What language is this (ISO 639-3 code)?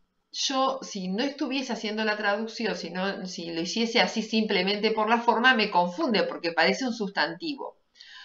spa